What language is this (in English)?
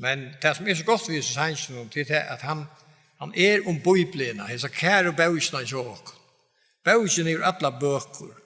Faroese